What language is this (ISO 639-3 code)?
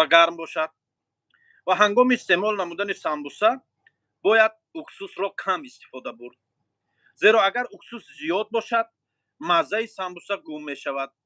tgk